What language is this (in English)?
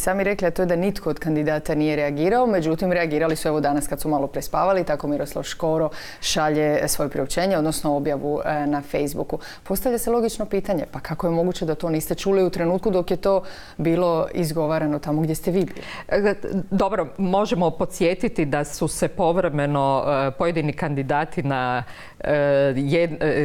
Croatian